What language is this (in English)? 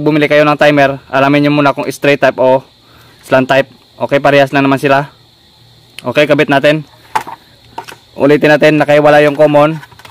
Filipino